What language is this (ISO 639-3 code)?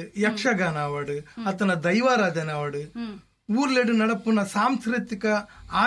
tcy